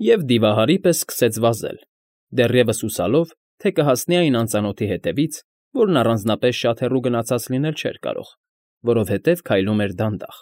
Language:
Armenian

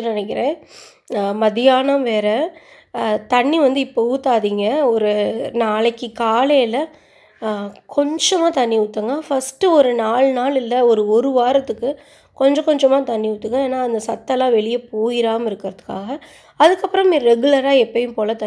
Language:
Tamil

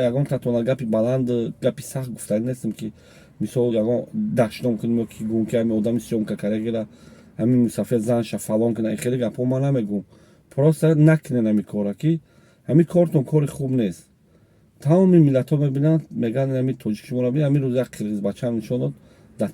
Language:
Tajik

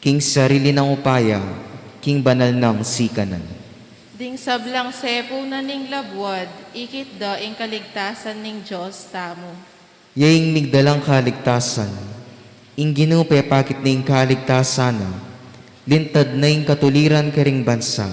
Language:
Pampanga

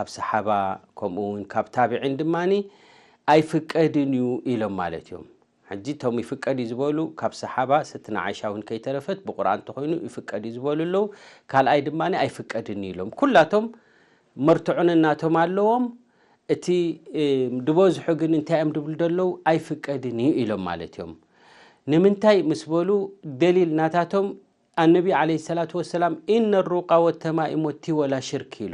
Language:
Tigrinya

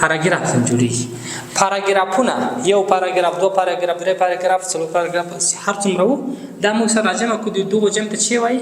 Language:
Pashto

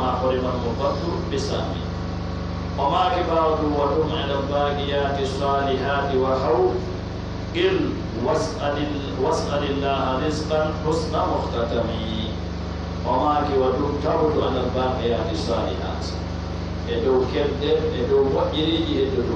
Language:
Pular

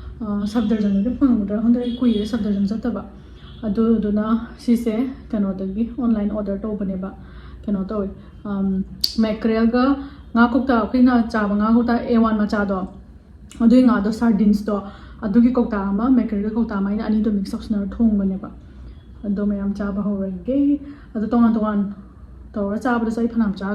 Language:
Manipuri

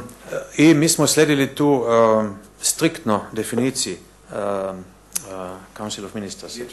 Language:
Bosnian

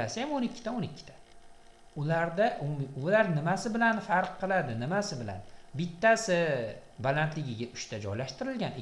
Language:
Uzbek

